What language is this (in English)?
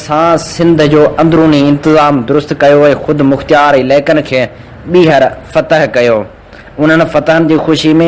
Sindhi